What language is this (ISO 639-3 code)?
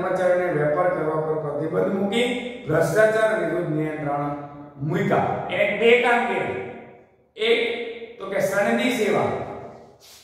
guj